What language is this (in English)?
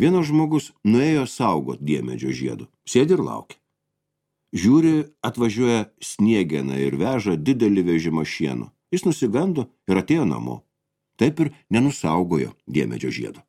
Lithuanian